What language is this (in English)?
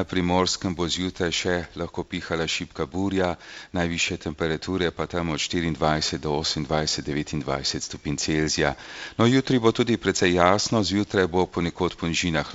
Slovenian